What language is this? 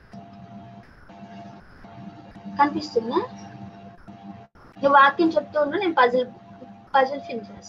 Telugu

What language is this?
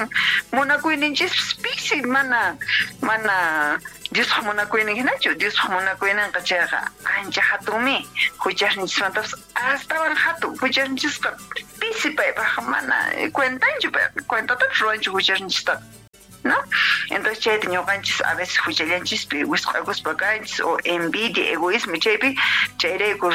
Quechua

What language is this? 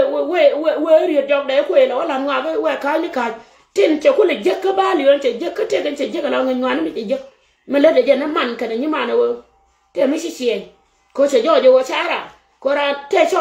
Nuer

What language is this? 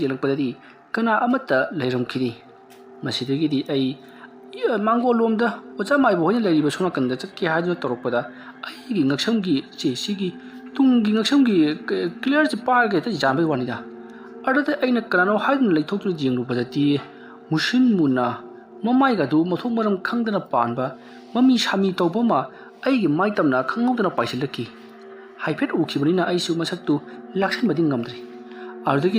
Manipuri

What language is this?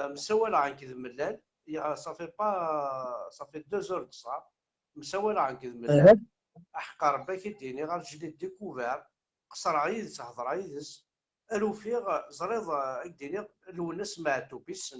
Kabyle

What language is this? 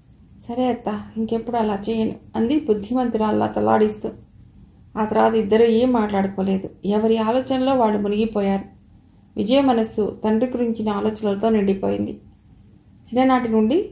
Telugu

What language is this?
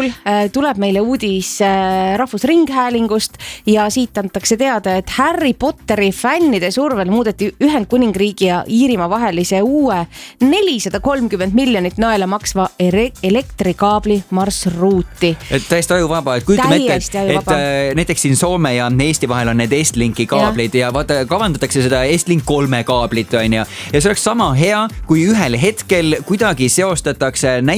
Estonian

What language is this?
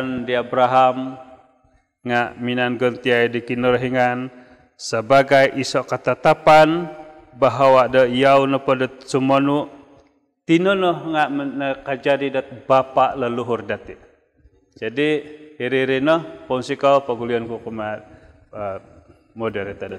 Central Dusun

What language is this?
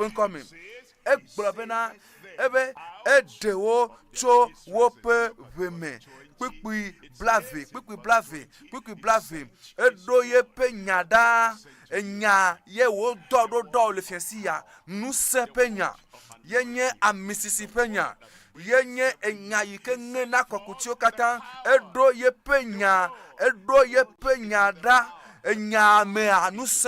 Ewe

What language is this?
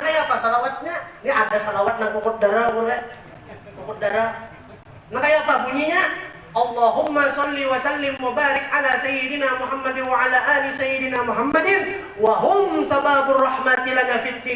Banjar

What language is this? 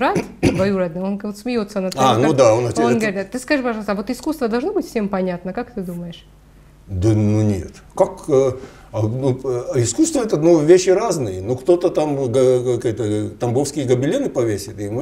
Russian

